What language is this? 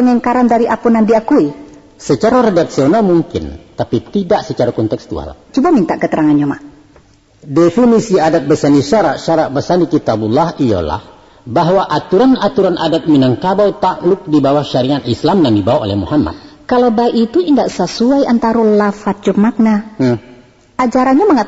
Minangkabau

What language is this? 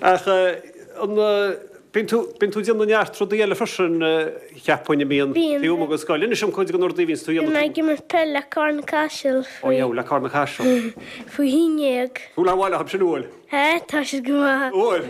Irish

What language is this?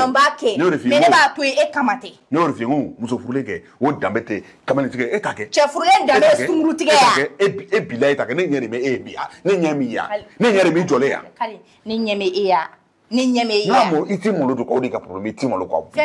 Bambara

